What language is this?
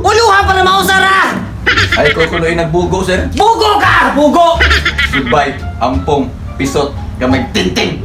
Cebuano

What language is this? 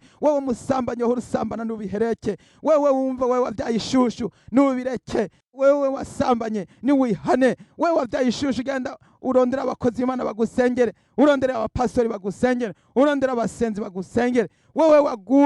Rundi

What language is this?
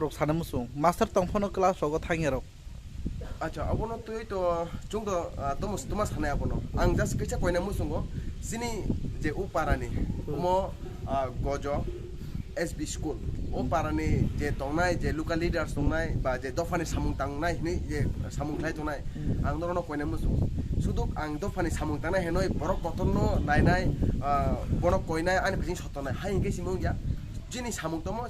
Kok Borok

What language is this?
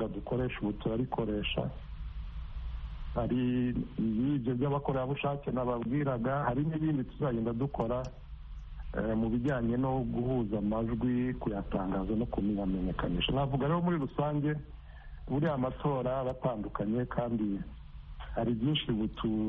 Kinyarwanda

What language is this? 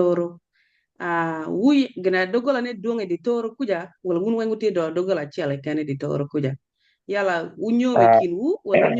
Acoli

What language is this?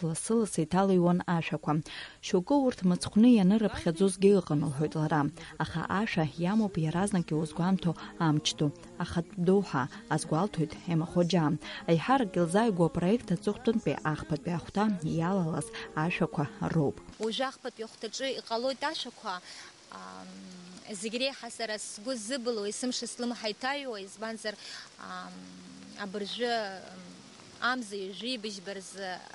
Abkhazian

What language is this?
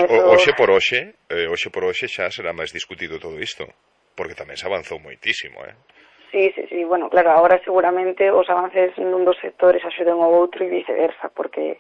Galician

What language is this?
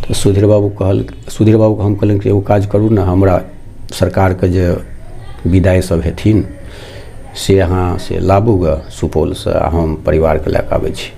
Maithili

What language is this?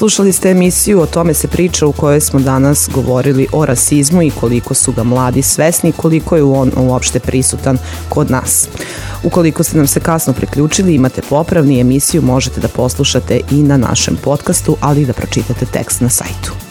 Serbian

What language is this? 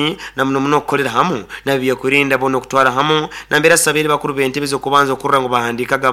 Nyoro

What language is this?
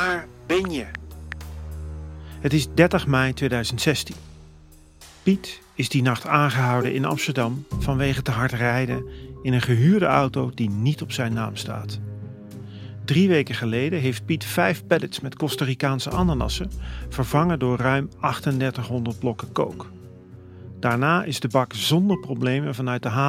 Dutch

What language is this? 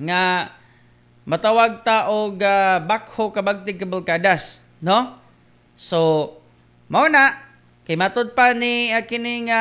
Cebuano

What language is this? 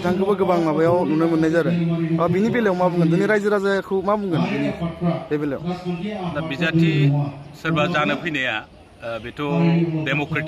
Bodo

